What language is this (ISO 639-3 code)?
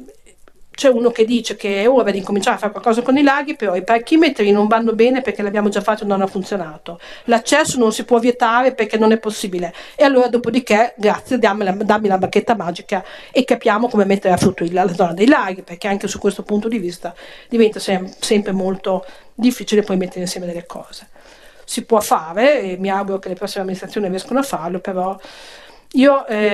ita